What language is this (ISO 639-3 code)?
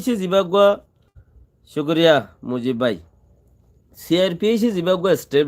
rhg